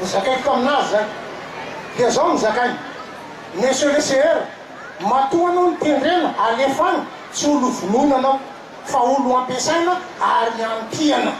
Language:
Malagasy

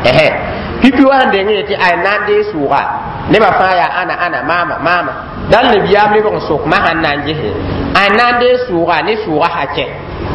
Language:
Mossi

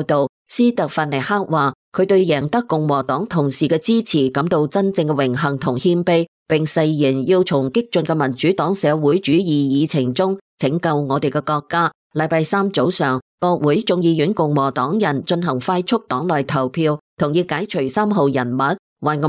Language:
Cantonese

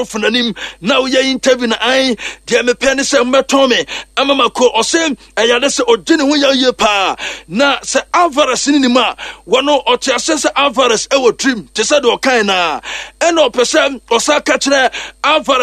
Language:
Akan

